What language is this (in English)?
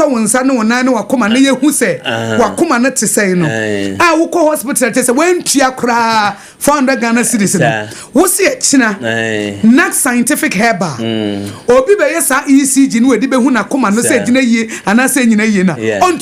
Akan